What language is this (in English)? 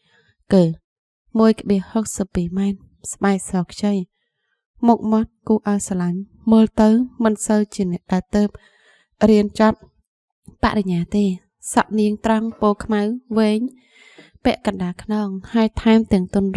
Khmer